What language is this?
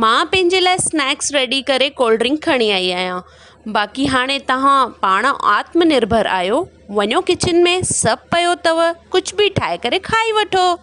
Sindhi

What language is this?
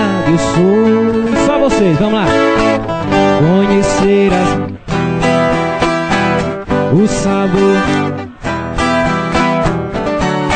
Portuguese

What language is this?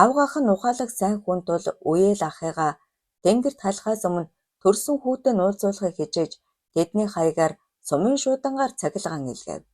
Mongolian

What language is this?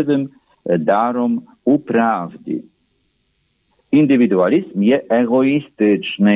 Ukrainian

